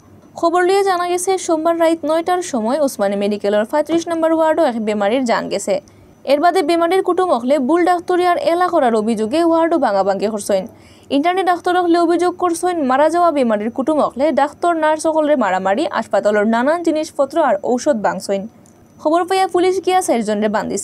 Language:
Sylheti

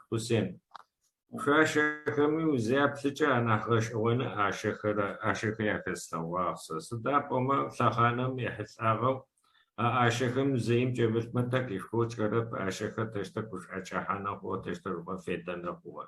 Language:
Adyghe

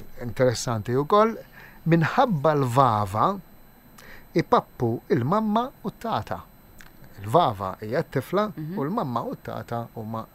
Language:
Maltese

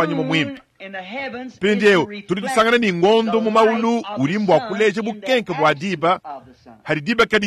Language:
Luba-Lulua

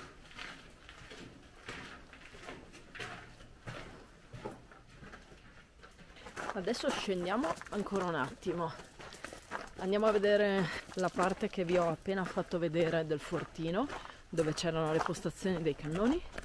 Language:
Italian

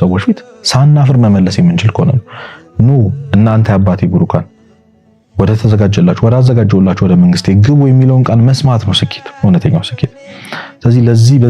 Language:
Amharic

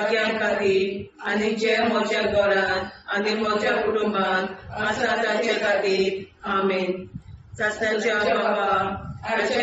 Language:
Konkani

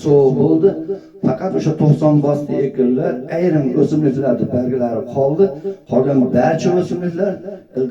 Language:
Uzbek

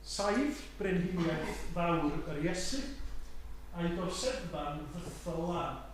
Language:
Welsh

